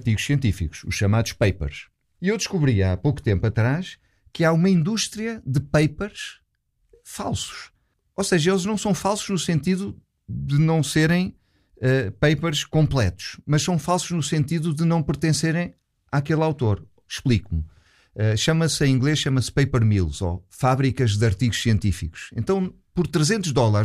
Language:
Portuguese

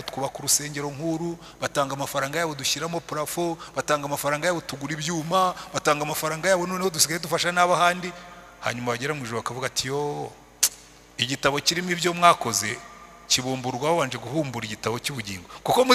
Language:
Kinyarwanda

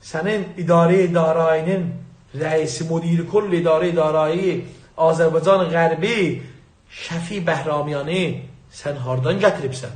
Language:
South Azerbaijani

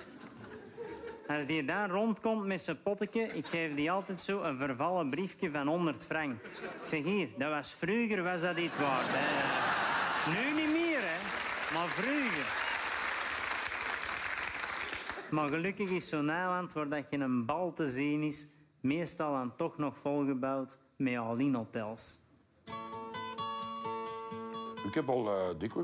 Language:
Dutch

